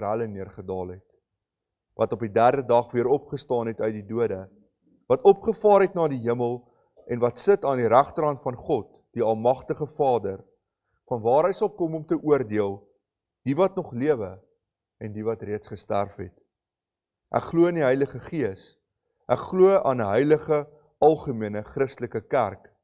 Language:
Afrikaans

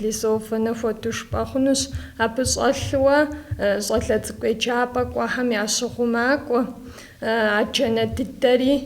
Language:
Kabardian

